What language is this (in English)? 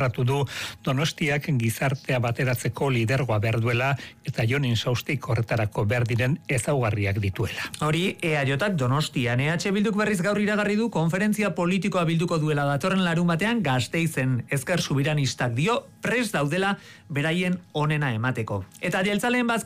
Basque